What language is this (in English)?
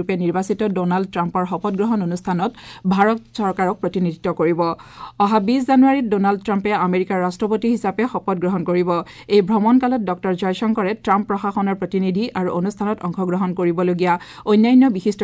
Assamese